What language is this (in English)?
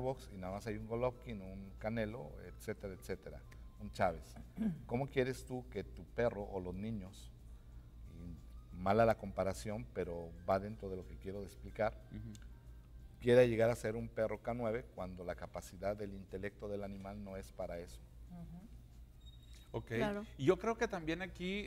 Spanish